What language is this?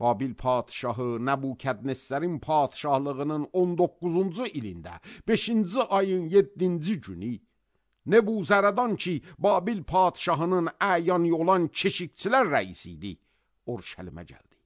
Azerbaijani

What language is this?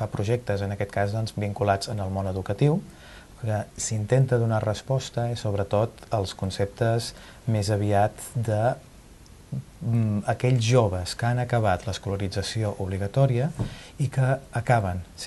Catalan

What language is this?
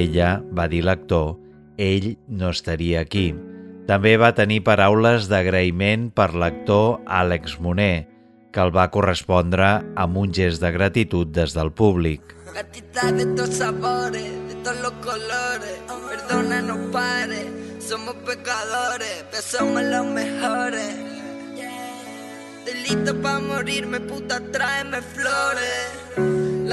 Catalan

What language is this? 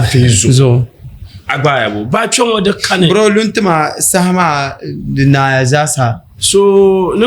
Dagbani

